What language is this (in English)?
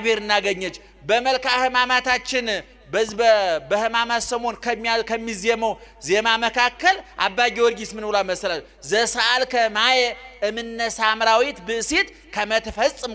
Amharic